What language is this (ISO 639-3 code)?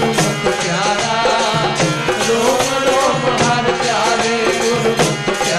pan